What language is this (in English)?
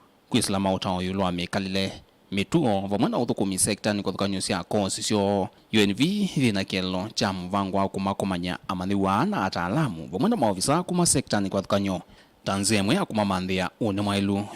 Kamba